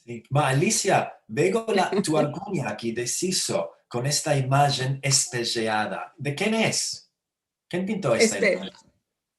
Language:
Ladino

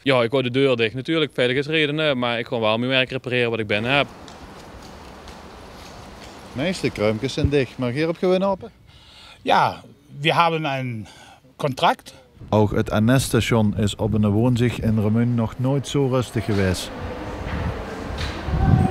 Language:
Dutch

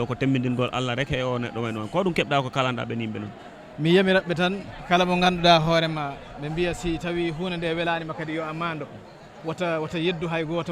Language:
Fula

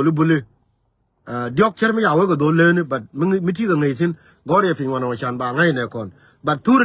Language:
Nuer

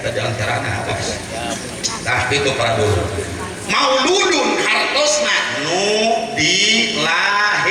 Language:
Sundanese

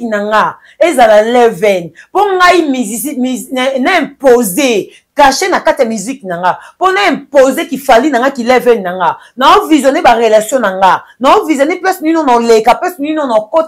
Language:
Lingala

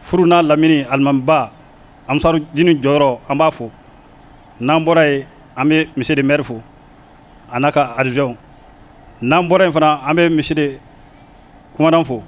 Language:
Bambara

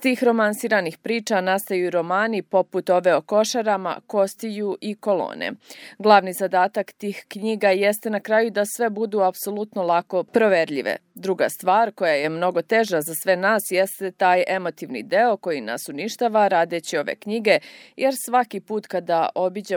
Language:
Serbian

